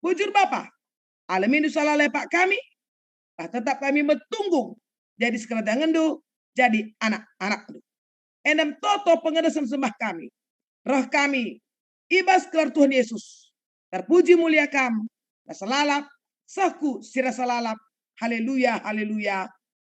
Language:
Batak Karo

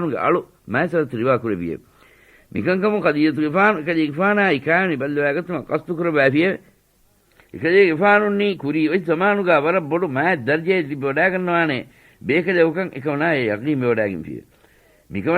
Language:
Divehi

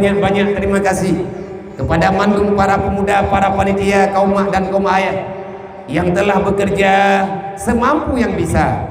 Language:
Achinese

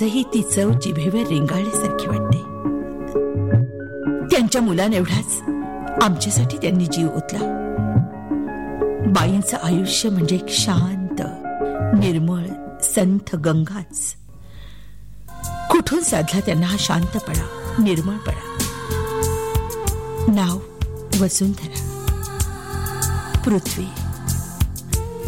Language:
Marathi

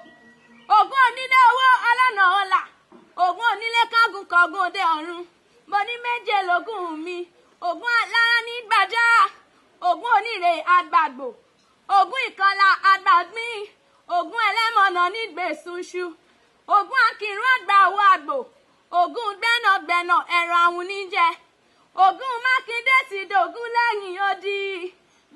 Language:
Yoruba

